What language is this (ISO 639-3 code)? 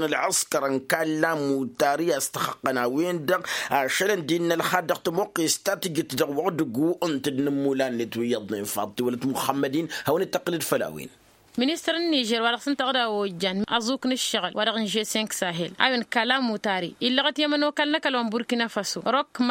taq